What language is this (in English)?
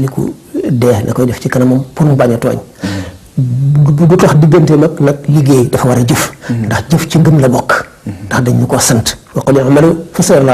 Wolof